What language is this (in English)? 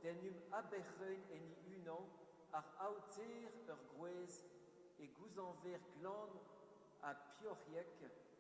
Breton